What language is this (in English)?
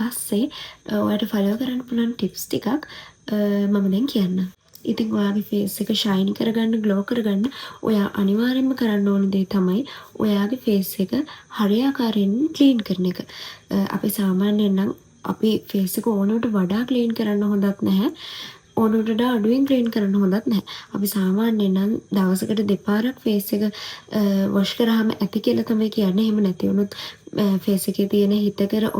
Sinhala